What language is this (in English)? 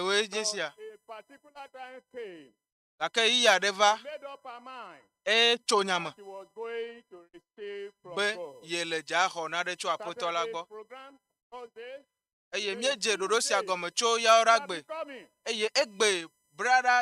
Ewe